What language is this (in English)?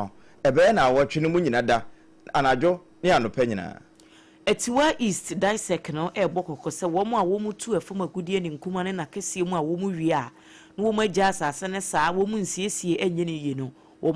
Akan